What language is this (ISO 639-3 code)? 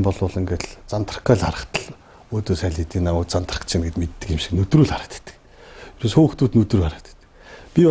mon